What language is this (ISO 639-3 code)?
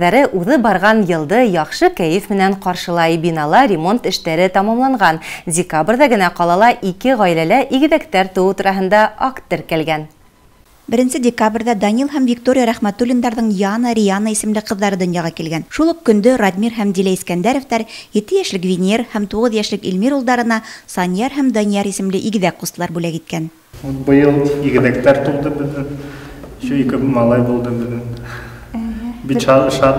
bak